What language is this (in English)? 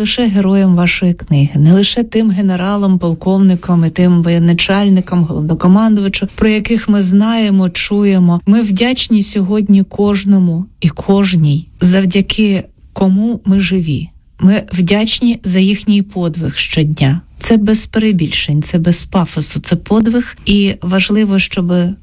Ukrainian